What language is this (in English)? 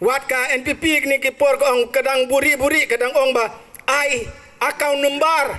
Khasi